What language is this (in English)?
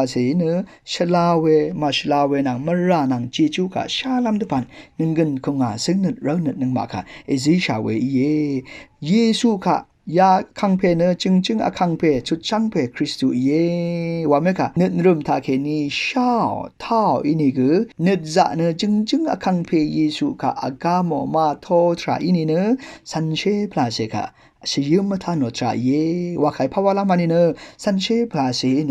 Rawang